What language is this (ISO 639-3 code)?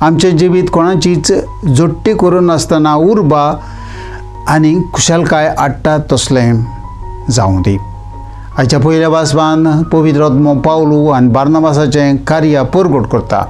kok